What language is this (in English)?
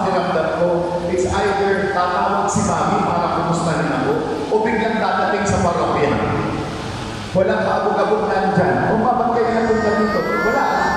Filipino